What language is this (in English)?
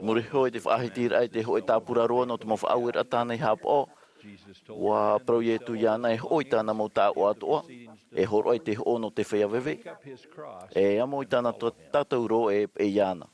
Tahitian